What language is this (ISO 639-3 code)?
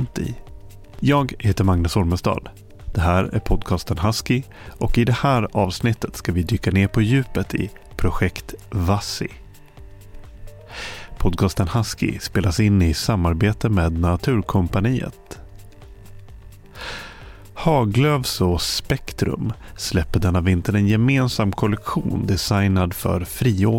swe